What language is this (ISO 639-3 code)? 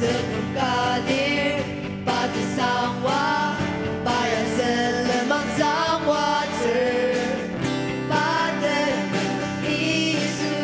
njo